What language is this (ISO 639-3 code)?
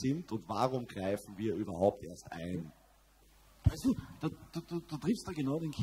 deu